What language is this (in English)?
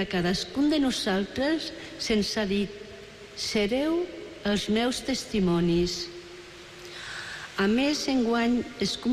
Catalan